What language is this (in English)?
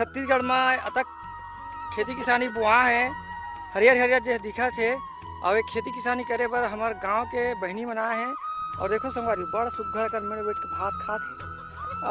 Chhattisgarhi